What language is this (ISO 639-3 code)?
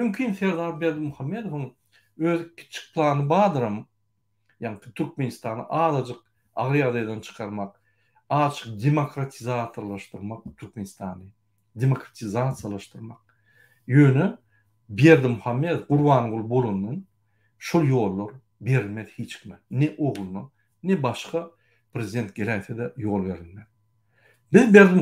tuk